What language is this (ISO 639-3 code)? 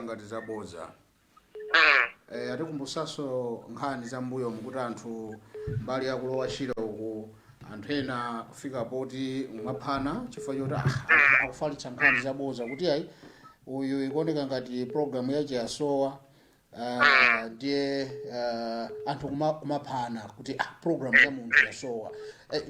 nya